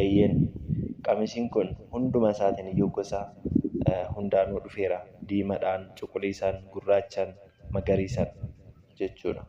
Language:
Oromo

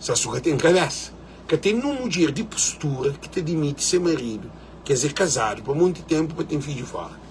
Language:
Kabuverdianu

